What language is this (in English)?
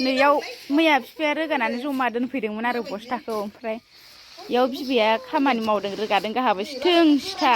Bodo